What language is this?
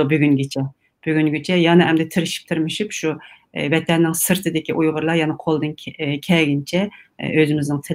Uyghur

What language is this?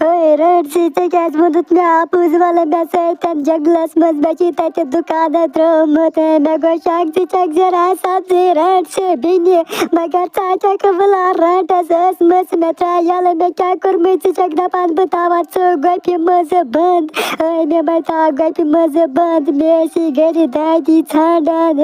Kashmiri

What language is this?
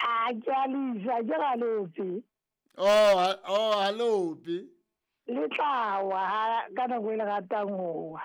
Southern Sotho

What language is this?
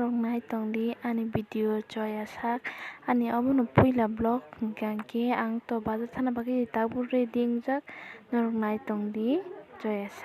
Kok Borok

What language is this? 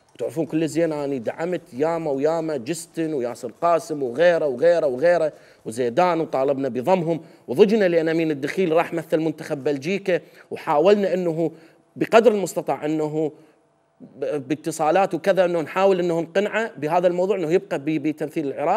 Mesopotamian Arabic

